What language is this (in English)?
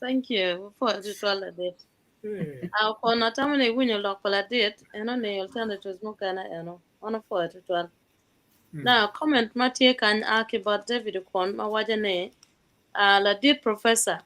Acoli